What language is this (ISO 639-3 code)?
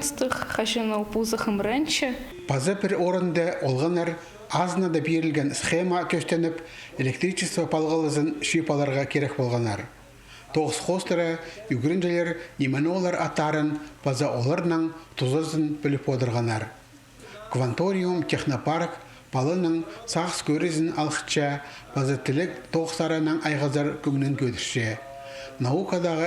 kjh